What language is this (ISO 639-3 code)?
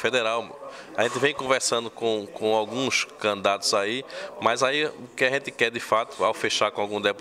por